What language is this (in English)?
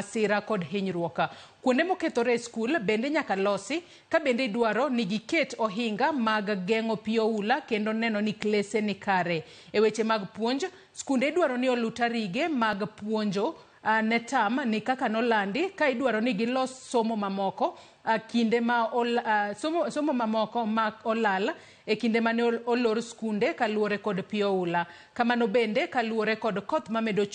Luo (Kenya and Tanzania)